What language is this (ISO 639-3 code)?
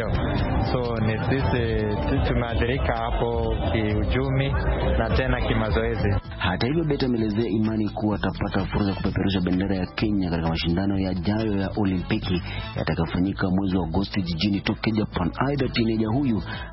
swa